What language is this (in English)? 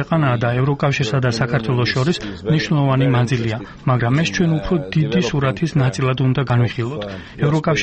Georgian